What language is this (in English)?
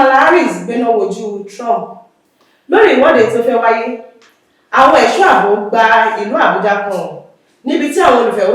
Yoruba